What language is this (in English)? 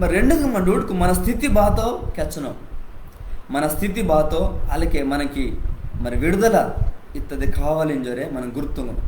Koya